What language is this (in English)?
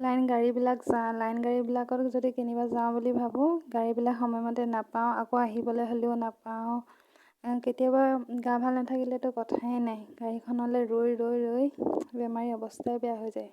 Assamese